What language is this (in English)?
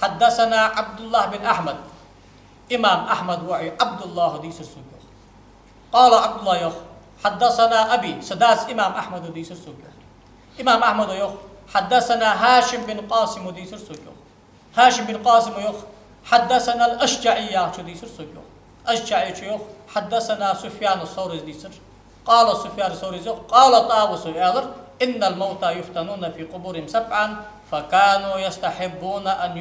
Ingush